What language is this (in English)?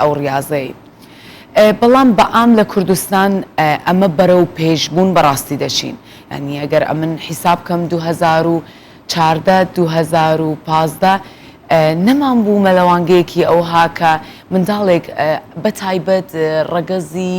Central Kurdish